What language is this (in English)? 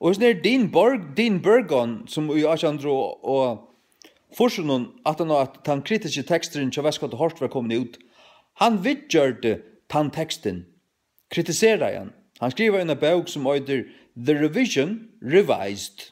Faroese